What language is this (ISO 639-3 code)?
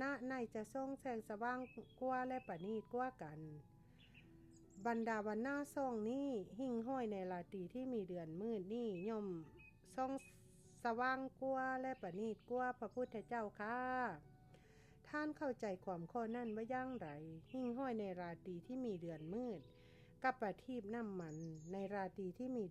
lao